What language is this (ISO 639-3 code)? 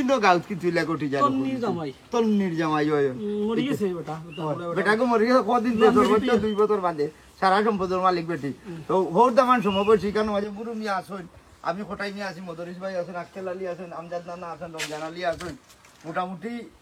syl